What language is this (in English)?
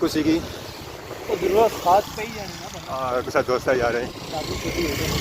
Pahari-Potwari